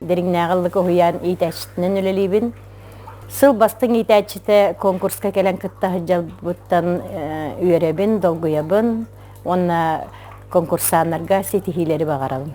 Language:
Yakut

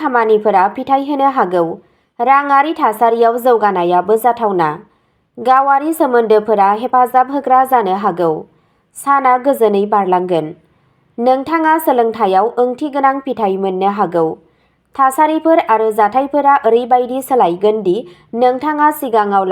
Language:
Bodo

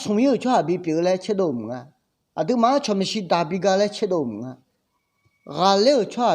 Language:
Akha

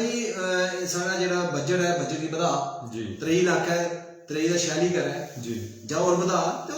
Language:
Dogri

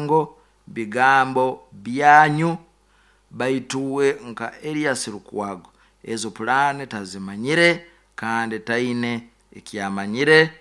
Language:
Nyankole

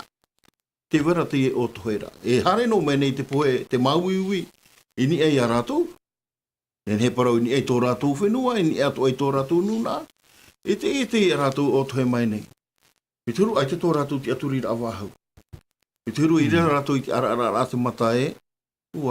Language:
Tahitian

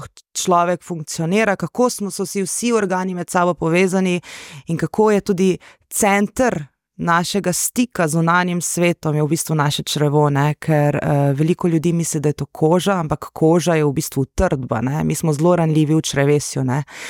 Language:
Slovenian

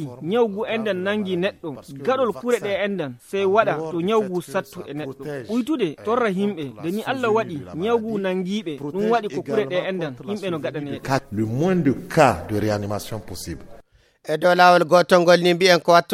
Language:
Fula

